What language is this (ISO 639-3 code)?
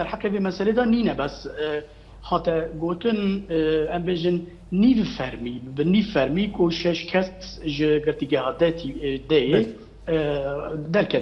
kur